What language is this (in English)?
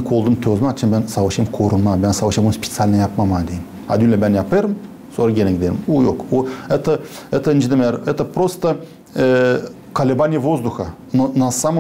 Gagauz